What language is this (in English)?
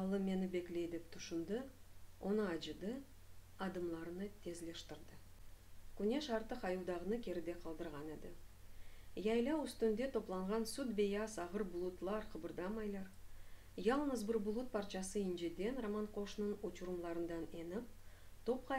Crimean Tatar